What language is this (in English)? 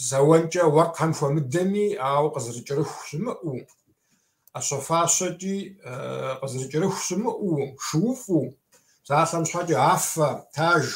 Kabardian